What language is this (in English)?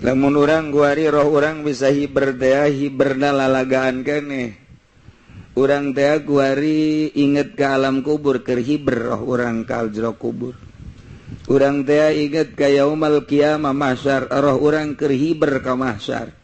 Sundanese